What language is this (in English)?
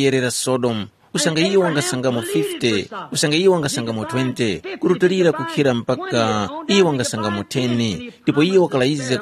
Tumbuka